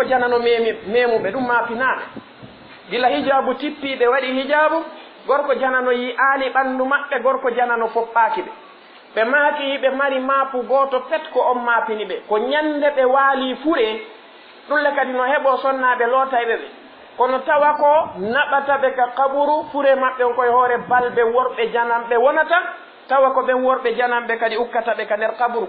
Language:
Fula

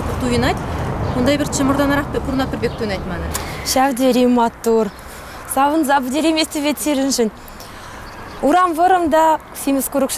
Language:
Chuvash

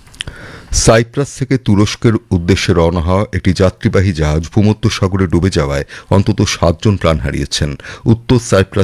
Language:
Bangla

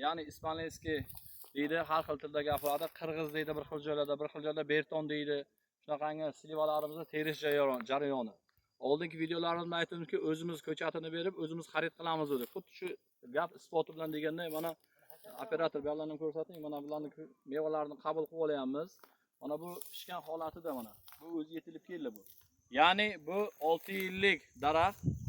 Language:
Uzbek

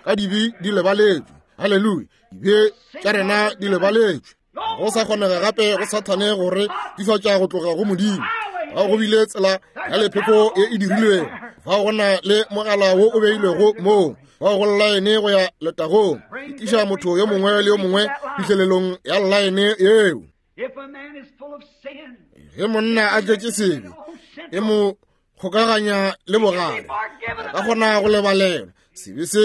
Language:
Northern Sotho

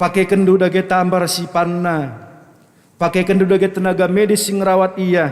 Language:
Batak Karo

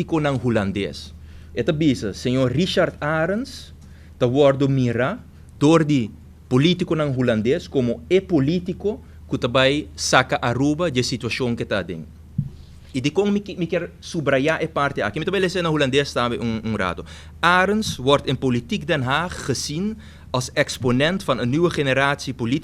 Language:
Papiamento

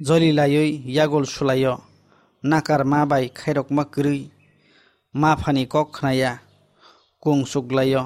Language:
Kok Borok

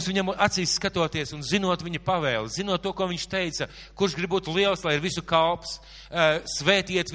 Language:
Latvian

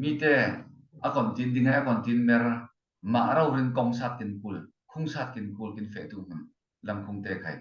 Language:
Falam Chin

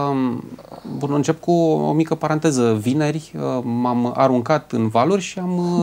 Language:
Romanian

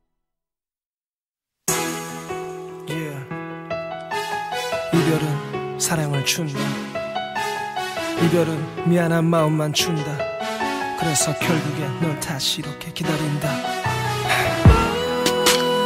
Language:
Korean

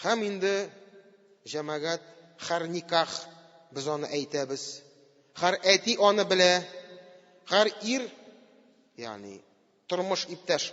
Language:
Tatar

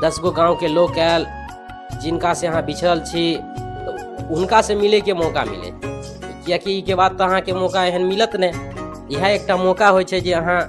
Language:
Maithili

